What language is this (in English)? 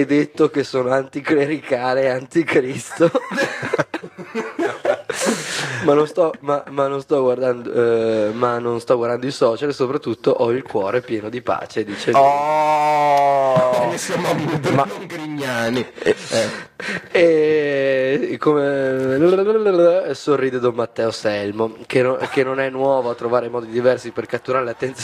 Italian